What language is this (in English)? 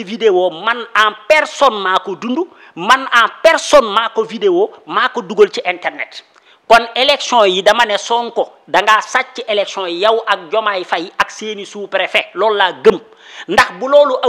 Wolof